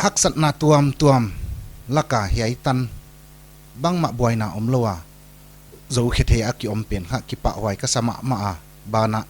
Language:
Paite Chin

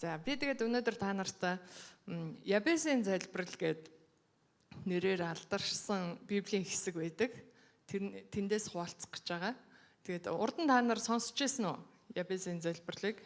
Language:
Mongolian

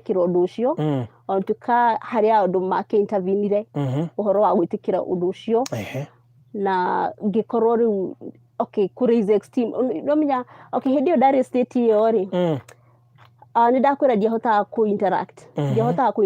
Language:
Kikuyu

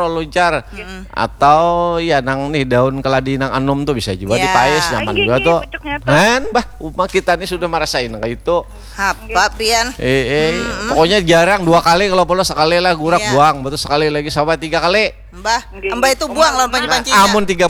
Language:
Banjar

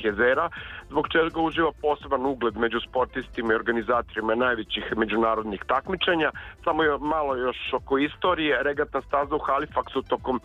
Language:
Serbian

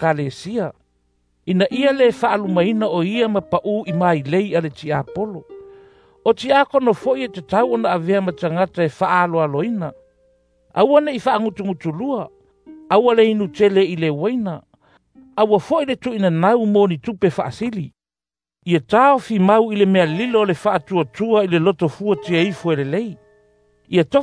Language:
Samoan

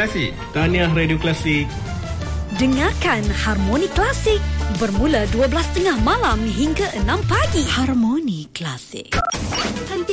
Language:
Malay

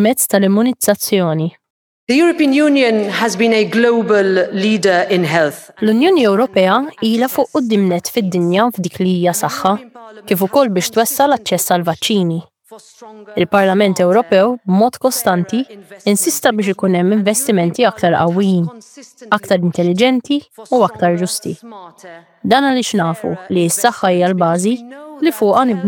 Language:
Maltese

